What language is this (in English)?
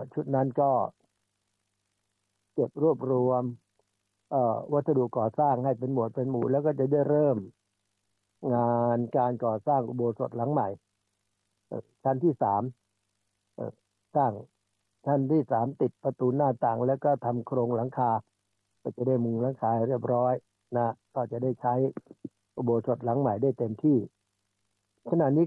Thai